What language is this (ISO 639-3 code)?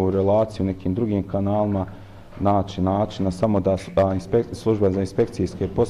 bos